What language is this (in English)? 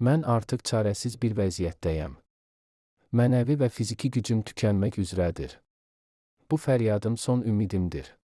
Azerbaijani